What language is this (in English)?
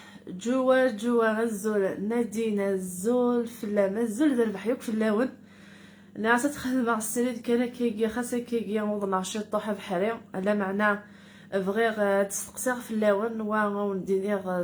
Kabyle